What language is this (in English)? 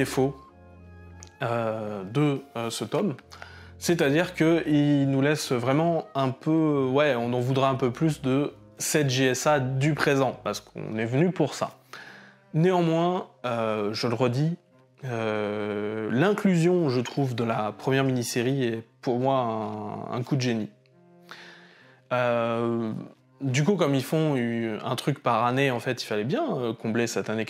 French